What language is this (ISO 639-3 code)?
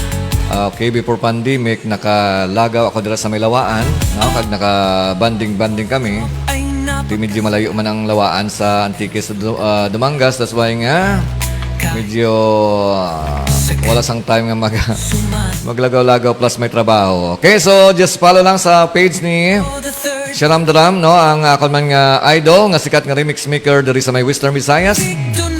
hil